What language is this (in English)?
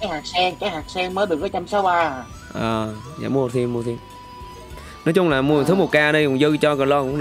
Vietnamese